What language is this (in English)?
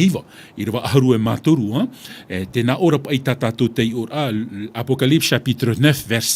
Tahitian